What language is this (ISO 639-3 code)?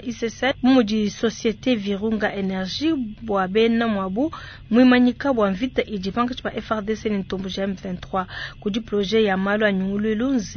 lua